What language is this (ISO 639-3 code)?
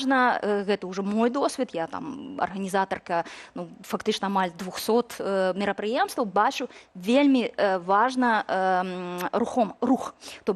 bel